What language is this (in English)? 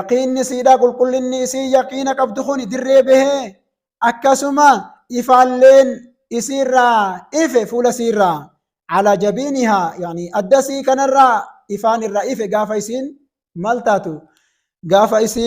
Oromo